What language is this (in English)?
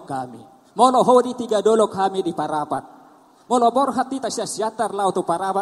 Batak Toba